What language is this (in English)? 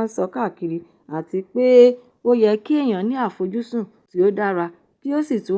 Yoruba